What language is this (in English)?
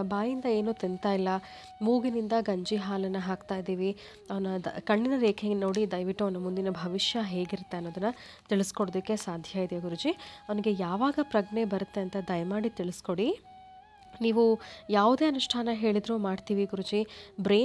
Kannada